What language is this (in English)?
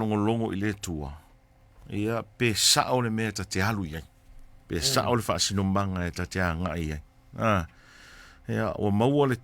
Samoan